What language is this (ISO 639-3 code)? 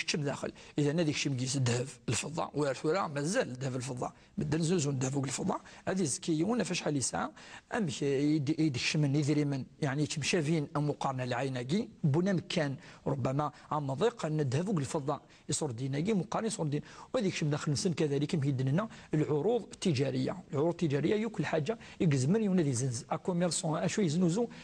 ary